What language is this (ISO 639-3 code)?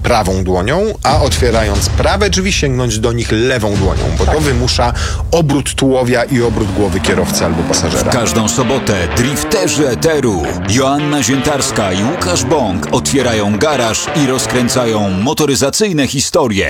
pol